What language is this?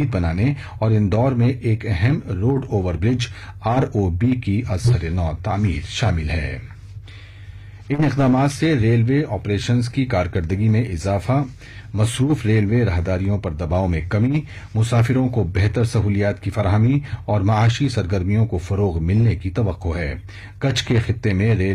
Urdu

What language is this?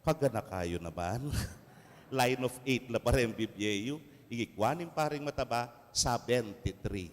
Pampanga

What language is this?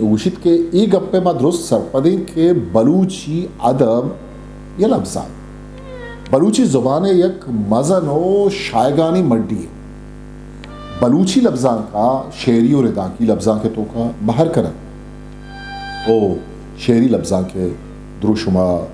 Eastern Balochi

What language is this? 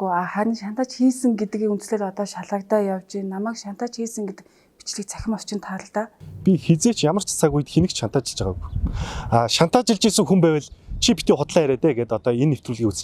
Mongolian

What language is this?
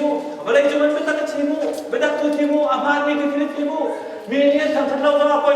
Hakha Chin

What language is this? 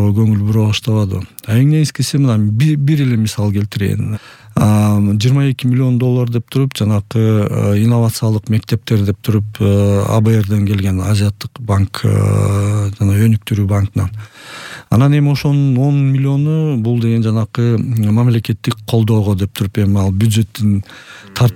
Kyrgyz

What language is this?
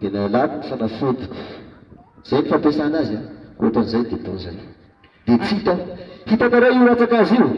Malagasy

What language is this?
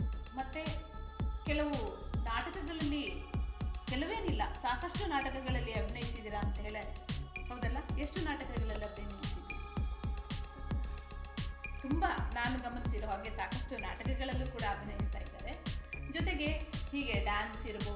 Kannada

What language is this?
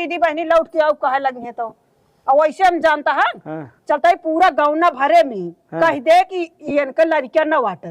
Awadhi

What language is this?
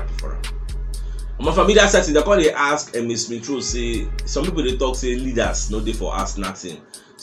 Nigerian Pidgin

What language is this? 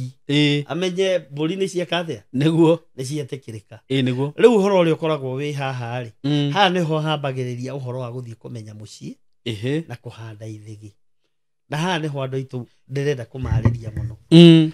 Kikuyu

